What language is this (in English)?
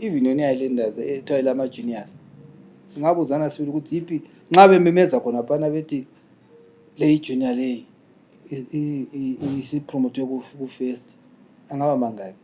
North Ndebele